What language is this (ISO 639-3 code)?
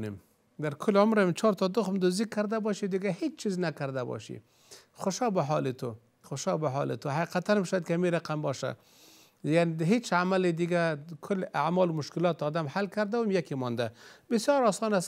fas